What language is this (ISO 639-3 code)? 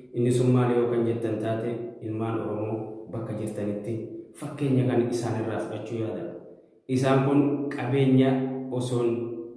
orm